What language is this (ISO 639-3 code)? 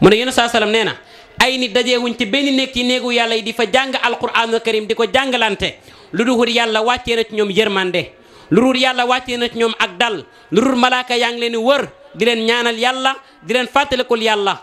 wol